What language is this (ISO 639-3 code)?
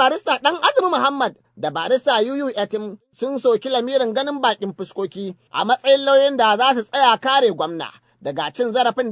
hau